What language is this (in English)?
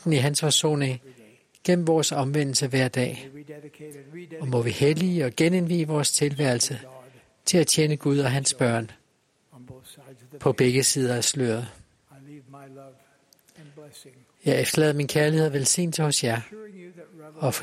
Danish